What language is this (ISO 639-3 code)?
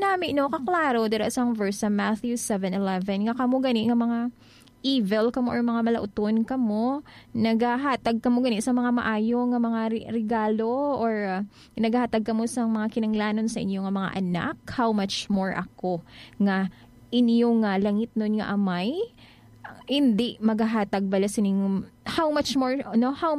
hil